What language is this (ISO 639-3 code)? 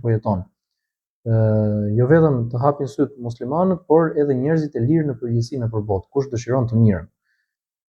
sqi